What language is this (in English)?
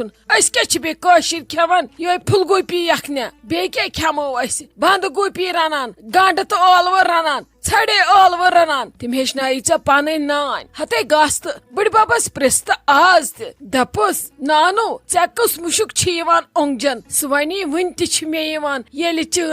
Kashmiri